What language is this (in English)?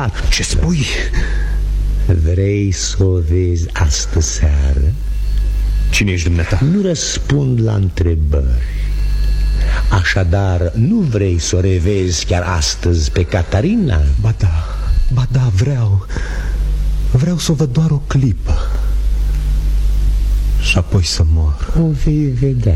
Romanian